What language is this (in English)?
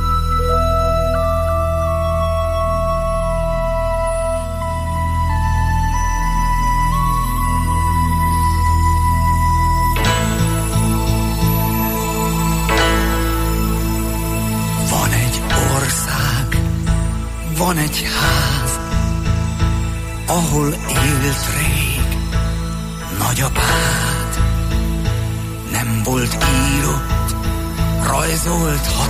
Hungarian